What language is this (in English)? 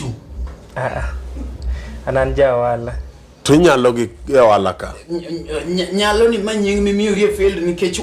Luo (Kenya and Tanzania)